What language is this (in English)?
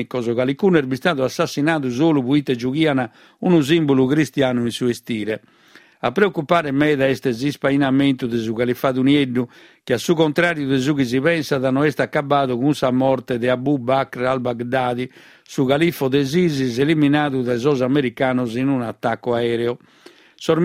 Sardinian